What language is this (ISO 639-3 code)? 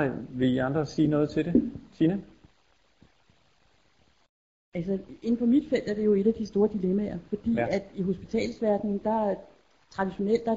dan